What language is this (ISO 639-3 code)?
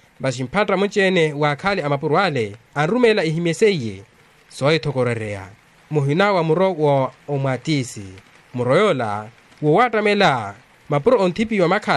vmw